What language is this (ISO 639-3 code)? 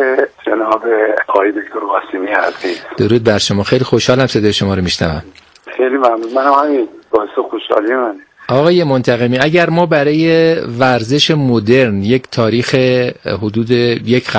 fas